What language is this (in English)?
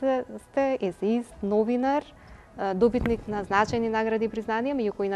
Macedonian